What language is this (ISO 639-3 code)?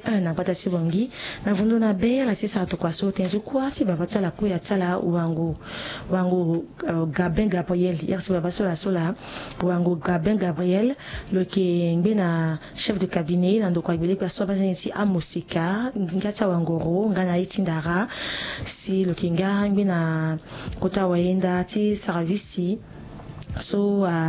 sag